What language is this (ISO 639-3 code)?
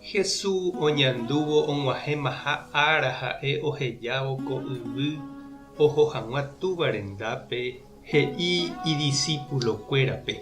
grn